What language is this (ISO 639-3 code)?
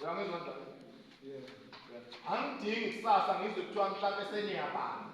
zul